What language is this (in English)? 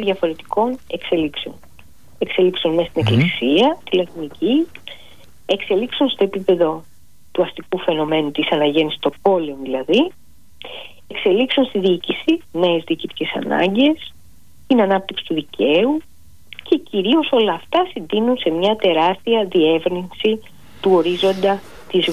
Greek